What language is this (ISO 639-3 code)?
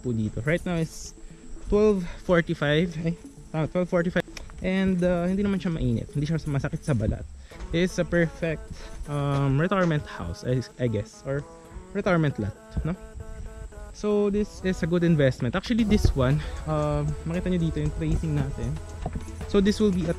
fil